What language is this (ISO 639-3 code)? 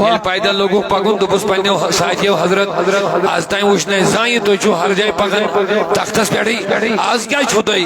kas